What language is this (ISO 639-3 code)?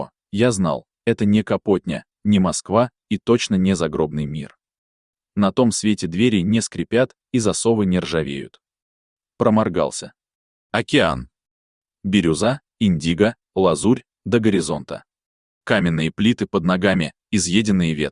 rus